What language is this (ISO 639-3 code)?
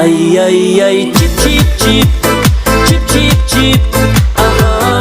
kaa